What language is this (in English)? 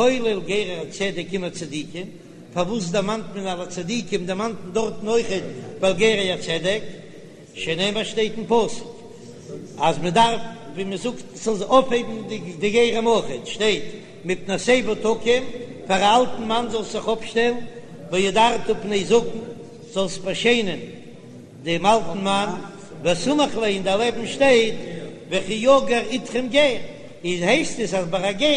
Yiddish